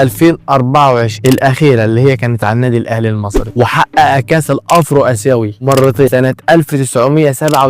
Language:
Egyptian Arabic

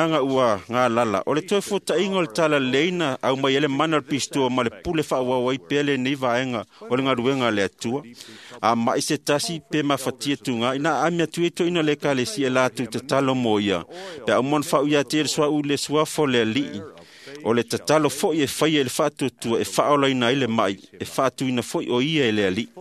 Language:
Samoan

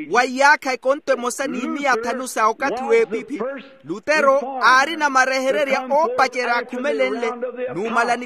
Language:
Makhuwa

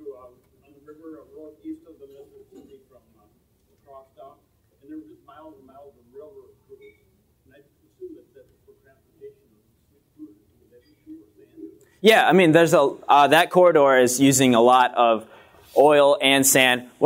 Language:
English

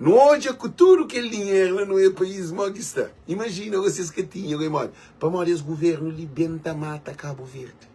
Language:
Kabuverdianu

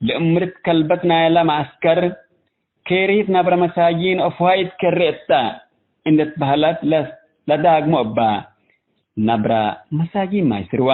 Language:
Tigre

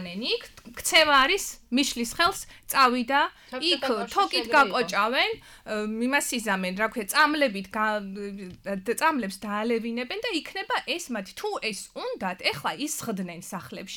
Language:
Georgian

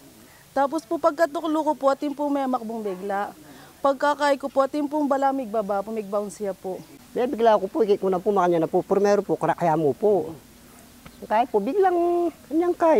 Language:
Pampanga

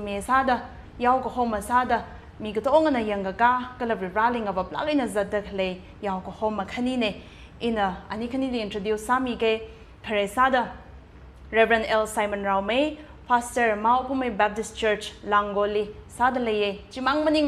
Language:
Tangkhul Naga (India)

